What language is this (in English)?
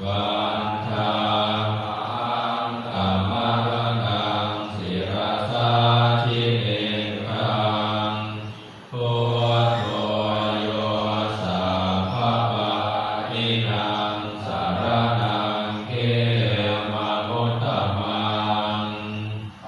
Pali